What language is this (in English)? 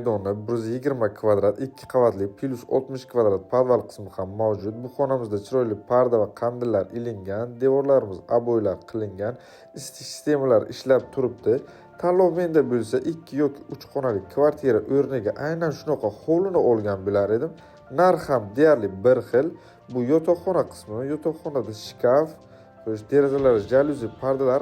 Uzbek